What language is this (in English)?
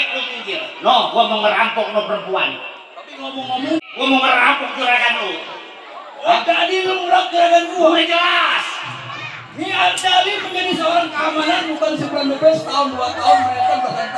Betawi